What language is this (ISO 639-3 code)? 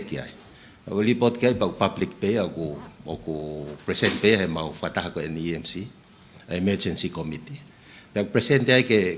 ton